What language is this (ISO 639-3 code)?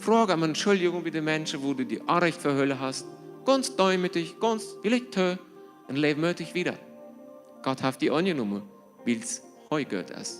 pdt